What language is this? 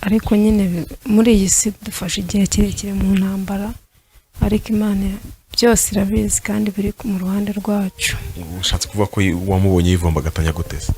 Kinyarwanda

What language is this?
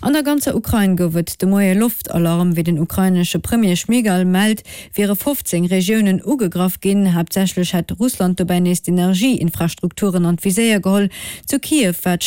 Luxembourgish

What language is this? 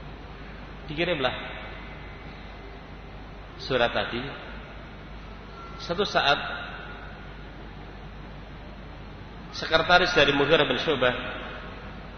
Indonesian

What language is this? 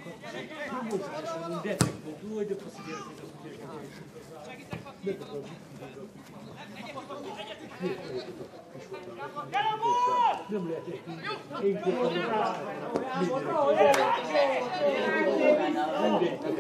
Hungarian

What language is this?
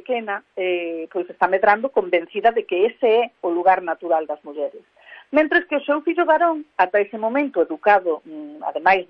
Galician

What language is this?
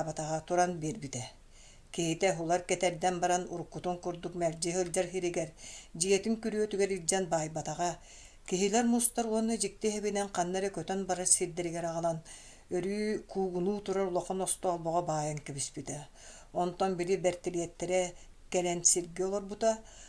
Yakut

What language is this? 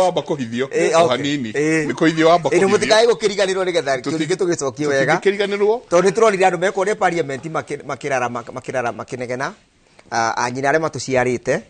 Kikuyu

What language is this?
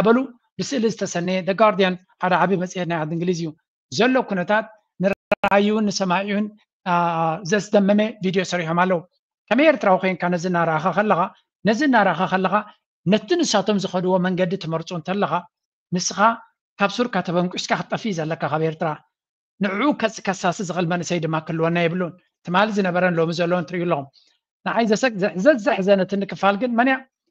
Tigrinya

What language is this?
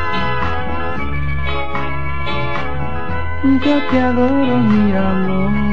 Spanish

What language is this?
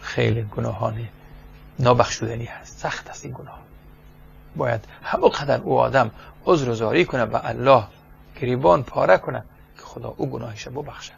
Persian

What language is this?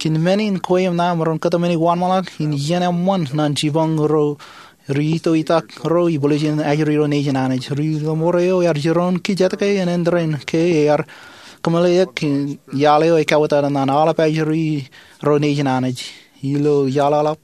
Marshallese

